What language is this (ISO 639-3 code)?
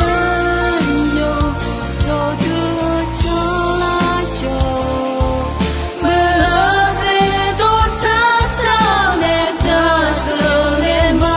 ahk